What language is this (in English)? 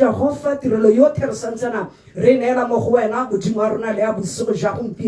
Tswana